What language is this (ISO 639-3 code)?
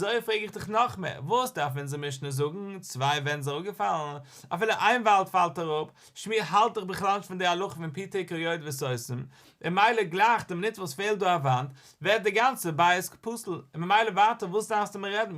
yid